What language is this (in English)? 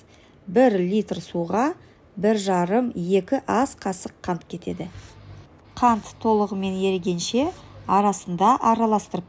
Kazakh